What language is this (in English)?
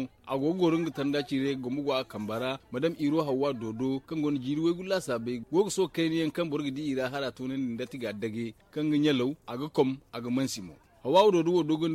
Zarma